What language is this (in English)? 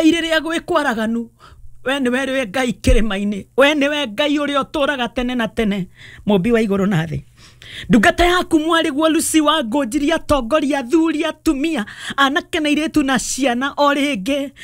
Kikuyu